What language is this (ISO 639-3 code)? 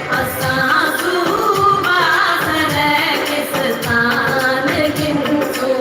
skr